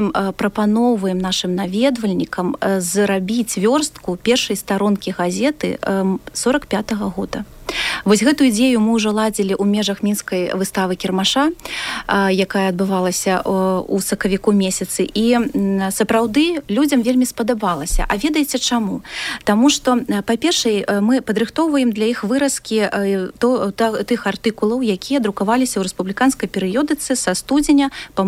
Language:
Belarusian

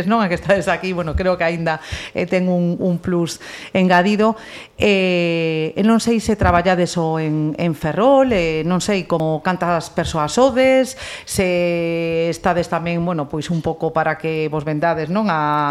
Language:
Galician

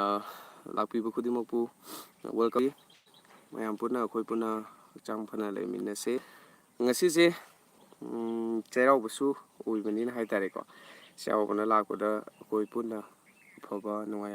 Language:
Manipuri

